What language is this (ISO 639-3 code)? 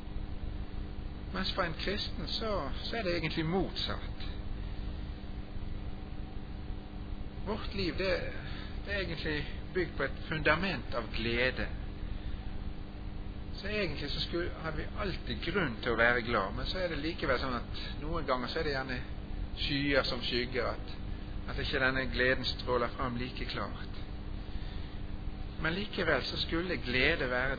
nor